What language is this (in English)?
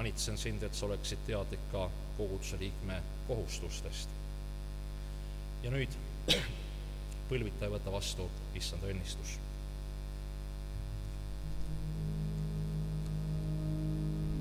Estonian